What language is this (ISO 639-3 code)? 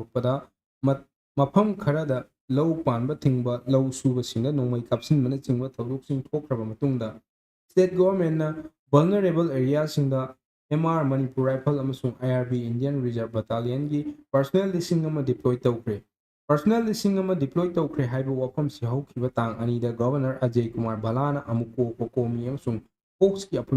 mni